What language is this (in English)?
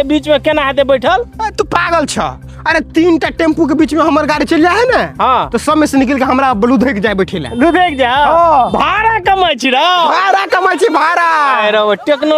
Maithili